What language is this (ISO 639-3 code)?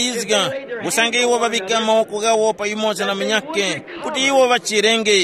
tum